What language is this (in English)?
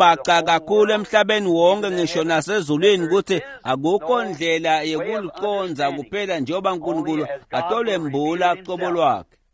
Swati